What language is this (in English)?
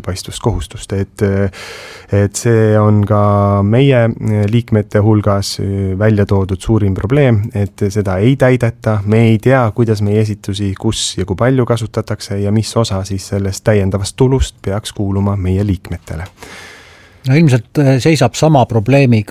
Estonian